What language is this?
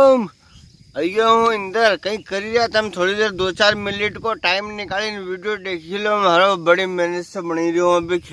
Rajasthani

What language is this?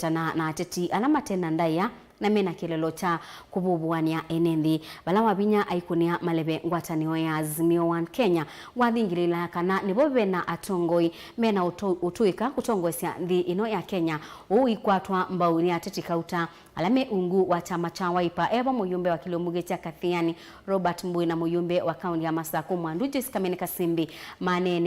Kamba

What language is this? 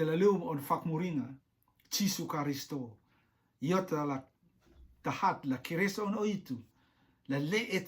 Rotuman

